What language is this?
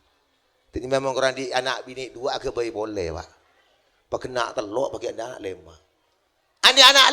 Madurese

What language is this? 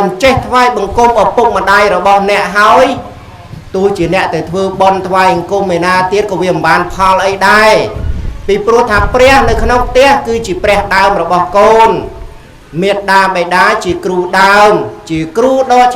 Khmer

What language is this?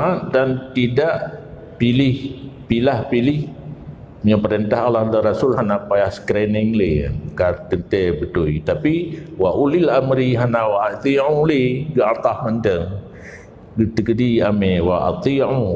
Achinese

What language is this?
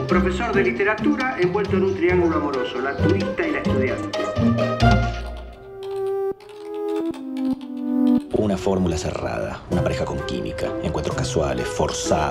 Spanish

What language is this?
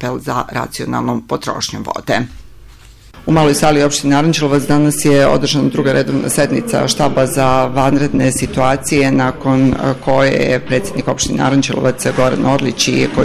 Serbian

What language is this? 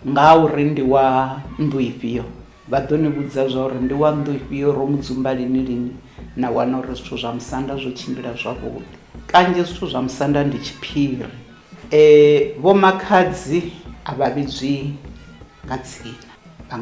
Venda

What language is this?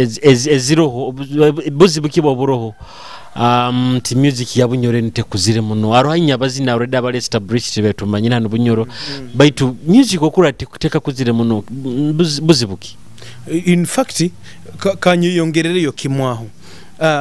Nyoro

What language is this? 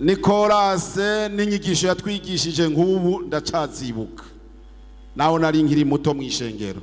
Rundi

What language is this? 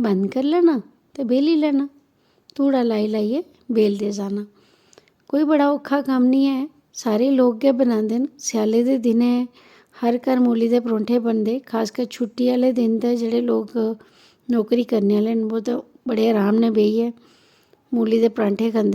Dogri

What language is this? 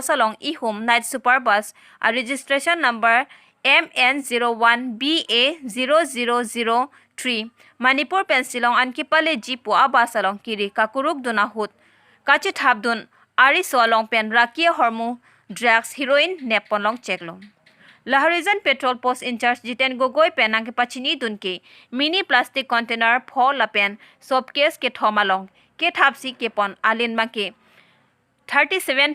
Karbi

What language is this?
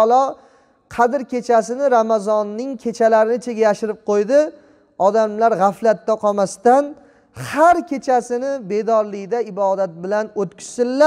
Uzbek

